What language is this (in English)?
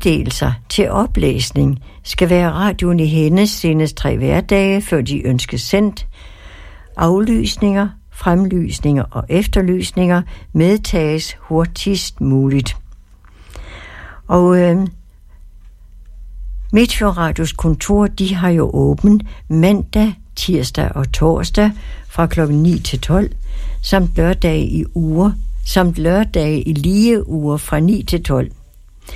Danish